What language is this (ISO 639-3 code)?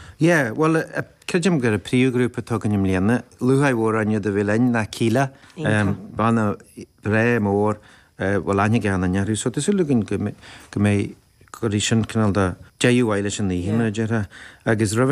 gle